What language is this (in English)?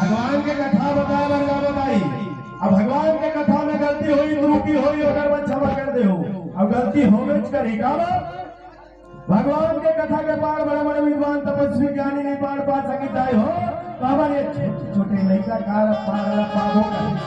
Chhattisgarhi